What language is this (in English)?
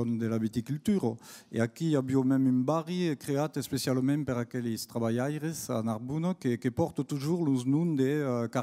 Occitan